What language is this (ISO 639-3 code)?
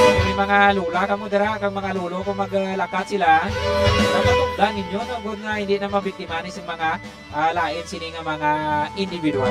hil